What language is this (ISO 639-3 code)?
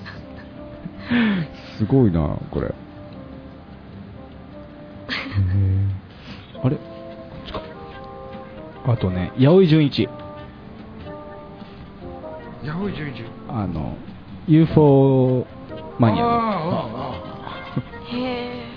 jpn